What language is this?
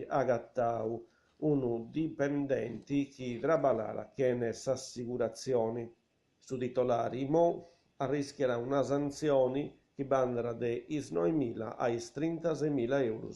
Sardinian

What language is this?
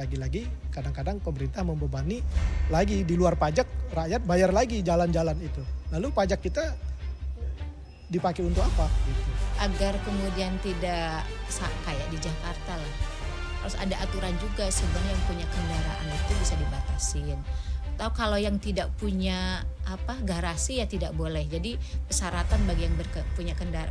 Indonesian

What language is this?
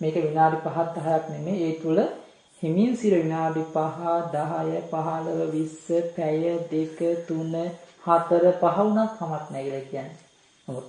Sinhala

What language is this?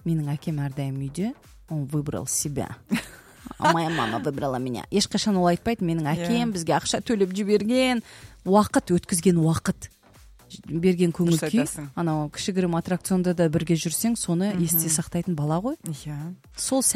Kazakh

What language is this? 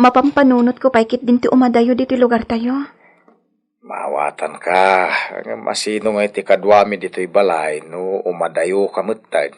Iloko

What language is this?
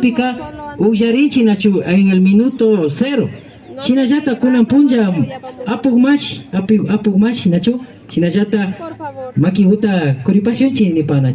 Imbabura Highland Quichua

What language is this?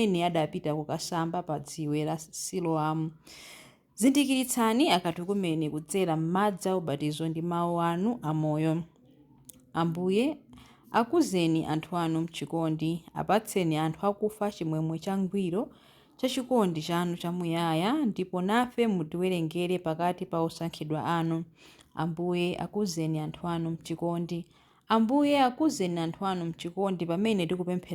Nyanja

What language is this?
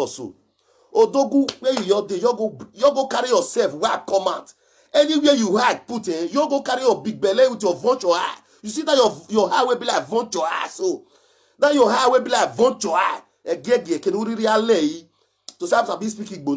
Nigerian Pidgin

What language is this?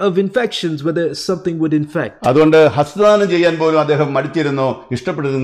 Malayalam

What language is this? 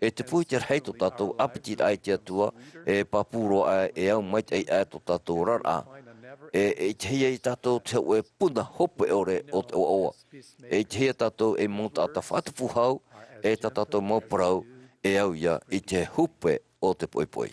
Tahitian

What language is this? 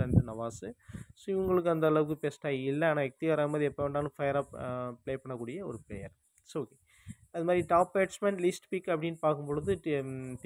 Tamil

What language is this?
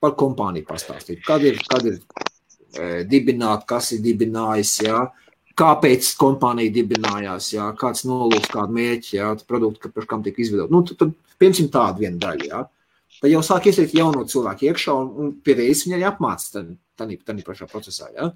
Latvian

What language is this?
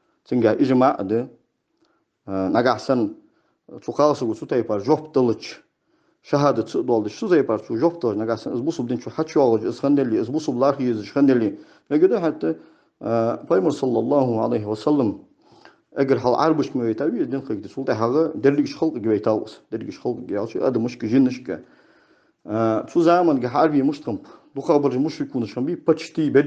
Ingush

